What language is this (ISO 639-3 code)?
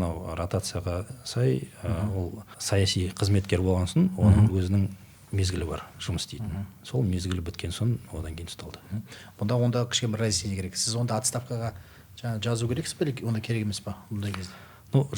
kaz